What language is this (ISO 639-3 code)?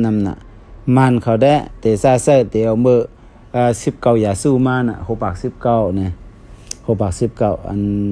shn